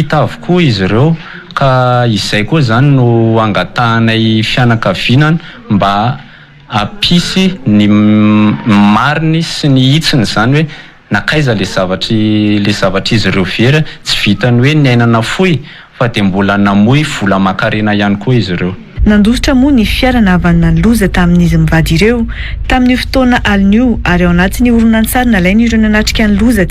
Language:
Malagasy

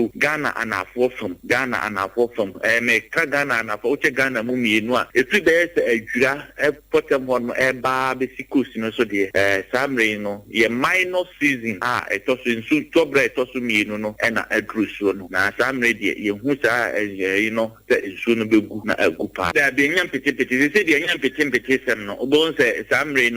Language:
Akan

